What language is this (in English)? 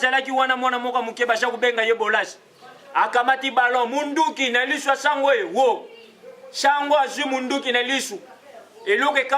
Lingala